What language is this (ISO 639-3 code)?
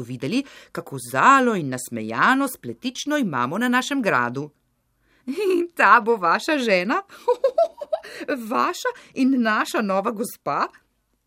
slv